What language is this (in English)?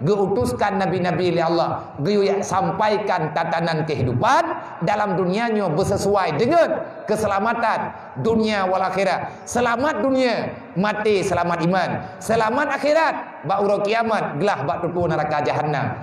Achinese